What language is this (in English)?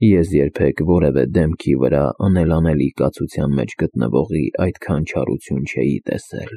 Armenian